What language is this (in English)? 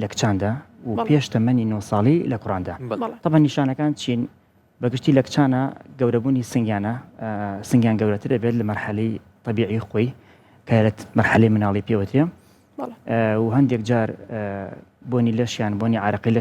Central Kurdish